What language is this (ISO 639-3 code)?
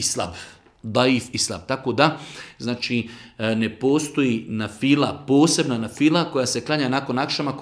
bos